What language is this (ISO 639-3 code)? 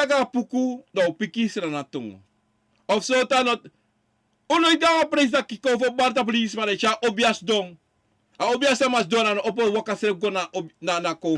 srn